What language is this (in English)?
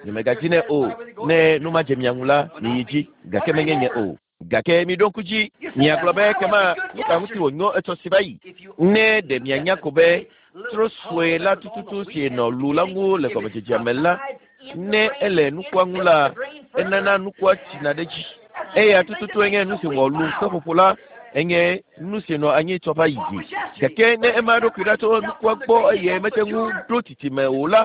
Ewe